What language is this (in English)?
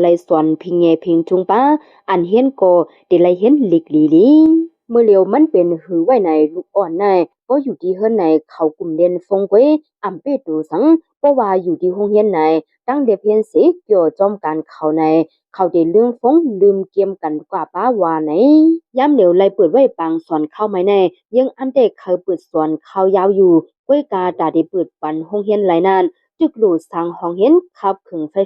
Shan